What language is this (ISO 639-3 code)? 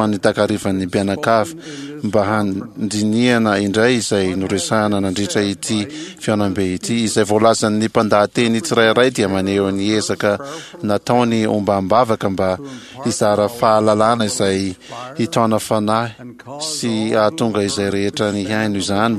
mlg